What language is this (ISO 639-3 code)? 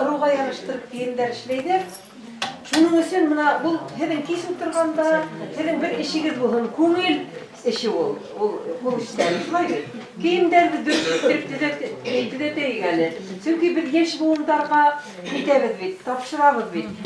bak